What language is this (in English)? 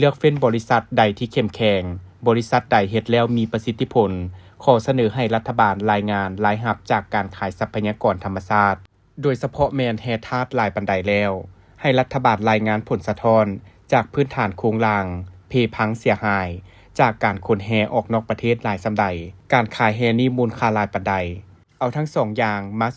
Lao